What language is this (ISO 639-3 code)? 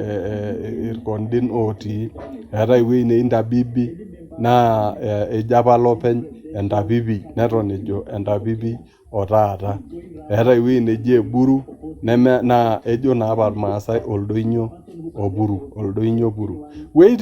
mas